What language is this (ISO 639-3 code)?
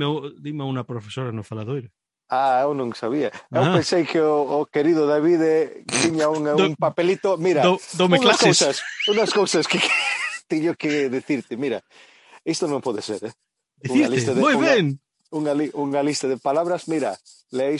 glg